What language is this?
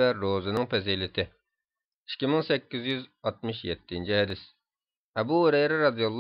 Uyghur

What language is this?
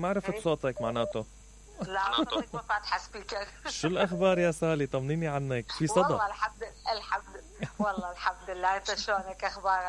Mesopotamian Arabic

